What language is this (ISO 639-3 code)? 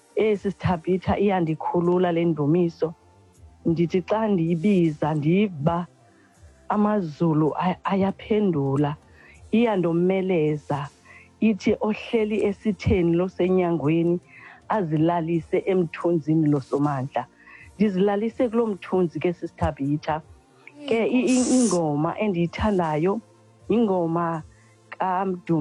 xho